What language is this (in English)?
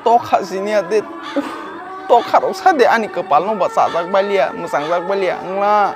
Kok Borok